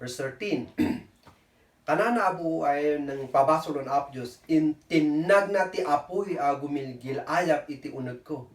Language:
Kankanaey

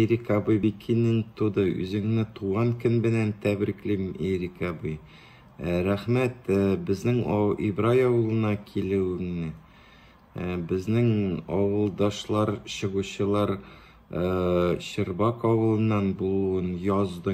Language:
Tatar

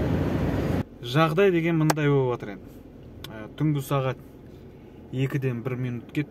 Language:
Kazakh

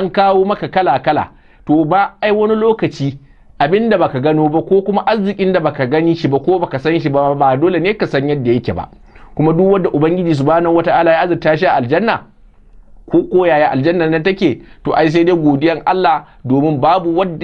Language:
Hausa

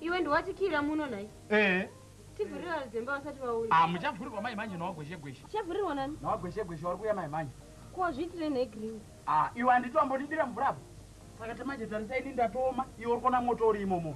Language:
Shona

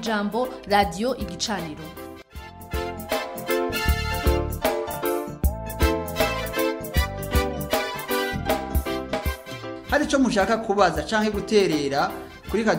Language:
Rundi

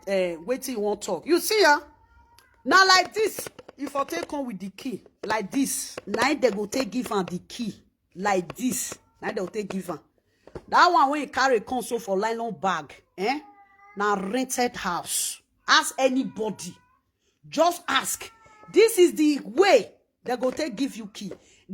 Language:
Nigerian Pidgin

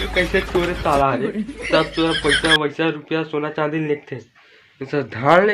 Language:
Chhattisgarhi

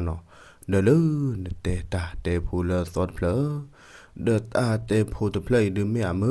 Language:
S'gaw Karen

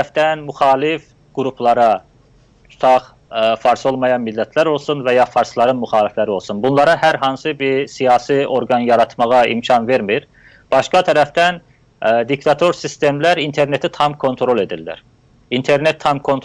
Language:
South Azerbaijani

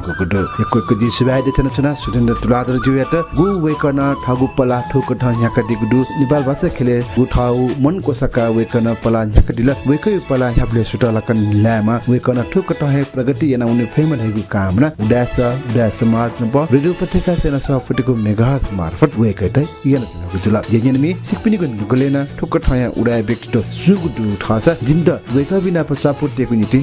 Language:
Newari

